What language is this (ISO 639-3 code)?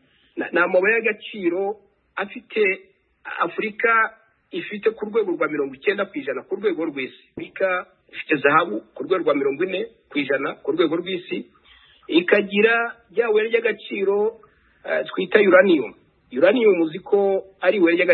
kin